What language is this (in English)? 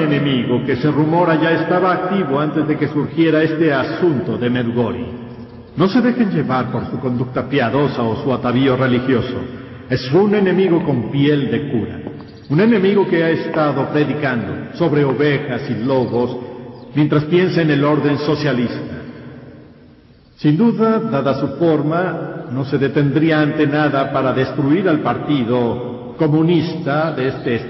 Spanish